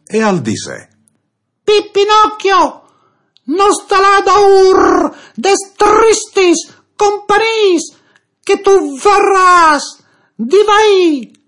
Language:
Friulian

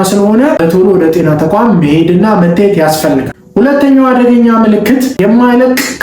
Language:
Amharic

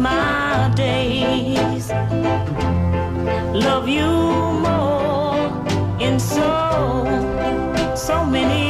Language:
Catalan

